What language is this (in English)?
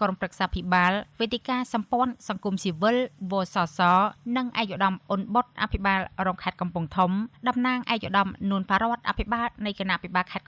Khmer